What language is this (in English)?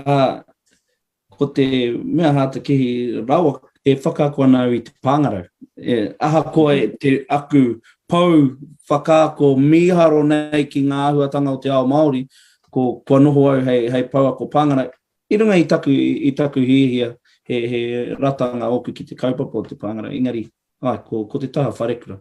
Māori